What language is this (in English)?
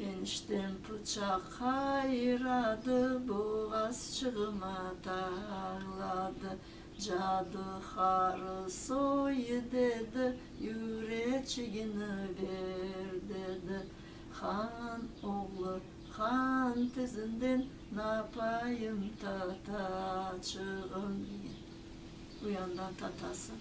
Crimean Tatar